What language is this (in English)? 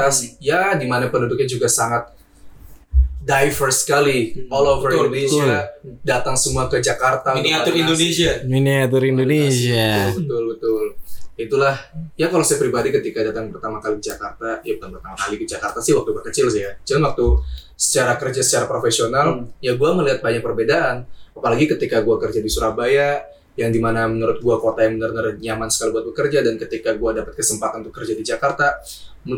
Indonesian